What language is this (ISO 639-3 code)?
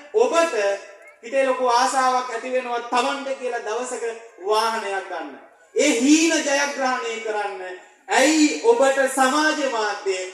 sin